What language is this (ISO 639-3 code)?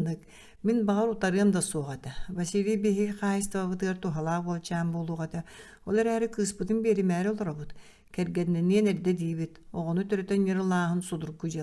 sah